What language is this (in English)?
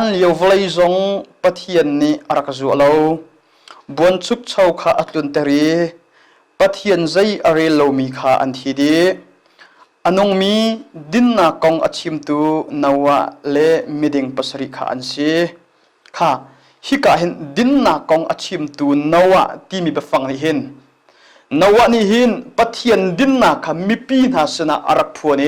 Hakha Chin